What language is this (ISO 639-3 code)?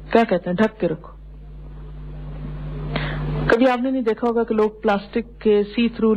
urd